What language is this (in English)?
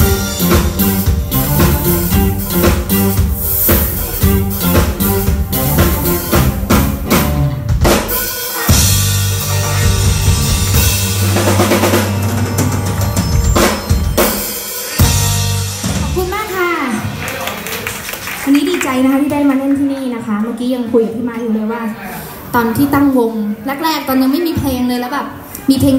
Thai